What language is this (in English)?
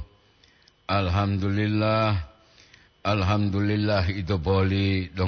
Gorontalo